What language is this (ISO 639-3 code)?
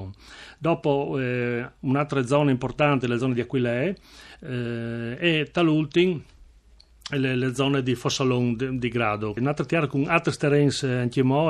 fur